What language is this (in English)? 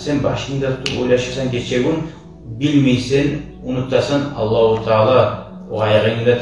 Kumyk